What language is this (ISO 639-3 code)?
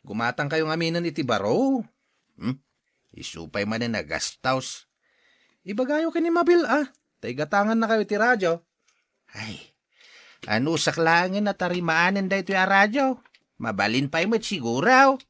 ilo